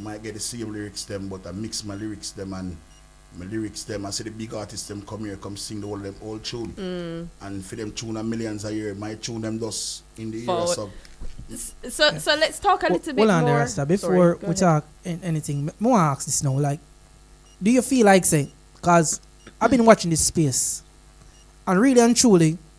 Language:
Jamaican Creole English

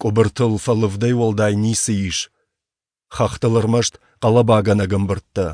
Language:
Ossetic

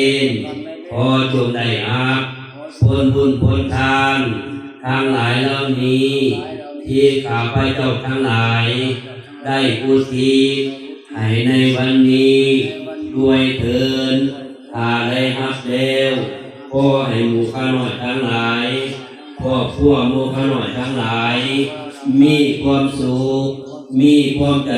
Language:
Pali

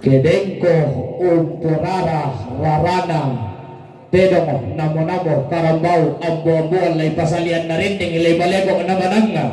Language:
Toraja-Sa'dan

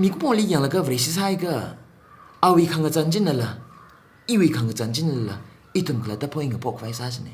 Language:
Tangkhul Naga (India)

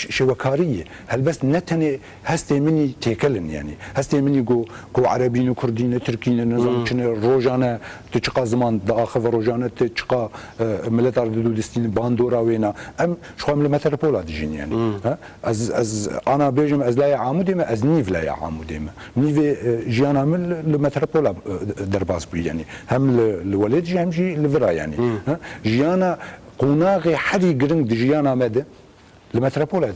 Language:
Kurdish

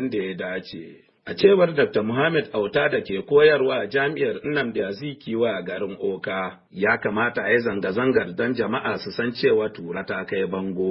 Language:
Hausa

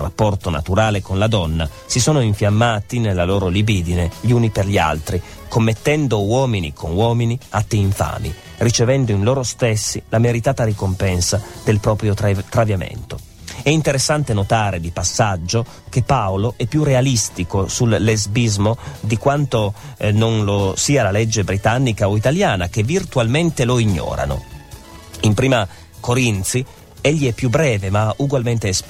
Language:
Italian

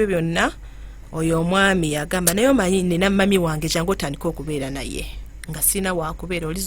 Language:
Ganda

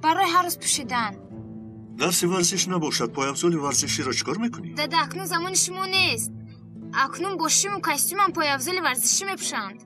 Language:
Tajik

